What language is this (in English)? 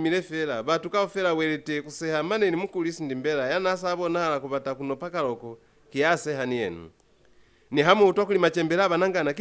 Lozi